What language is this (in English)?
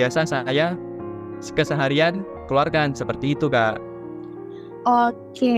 Indonesian